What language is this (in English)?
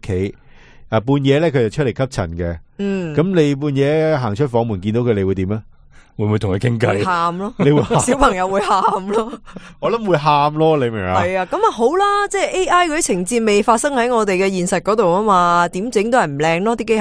Cantonese